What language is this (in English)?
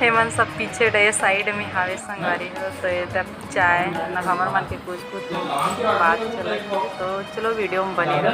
Chhattisgarhi